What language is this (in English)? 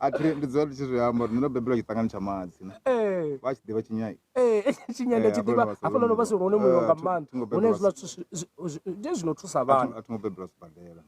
Venda